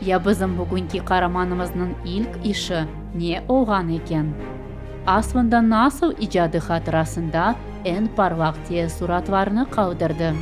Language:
Crimean Tatar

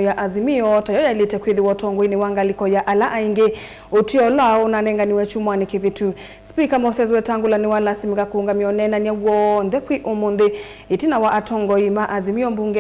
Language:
Kamba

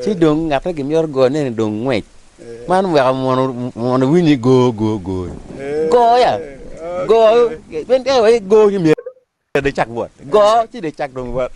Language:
Acoli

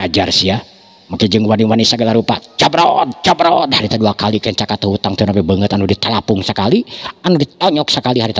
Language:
Sundanese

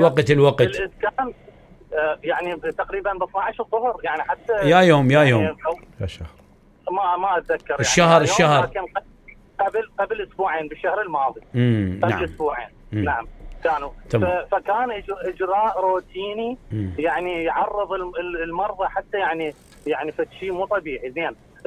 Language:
Mesopotamian Arabic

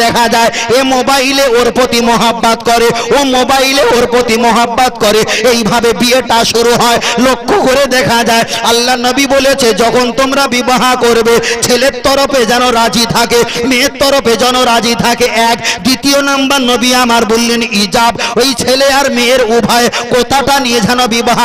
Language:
Bangla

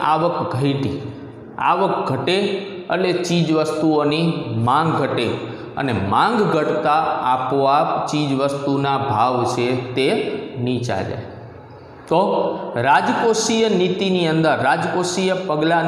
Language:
Gujarati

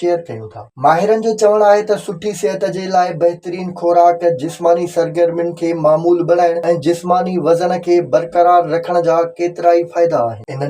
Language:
Sindhi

